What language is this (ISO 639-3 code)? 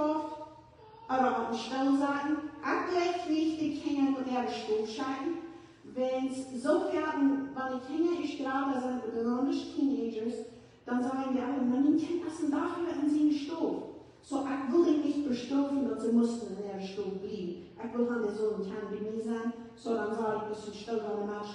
pdt